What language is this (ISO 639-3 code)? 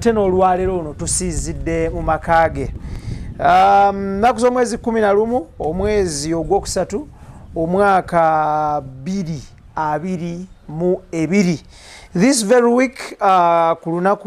lug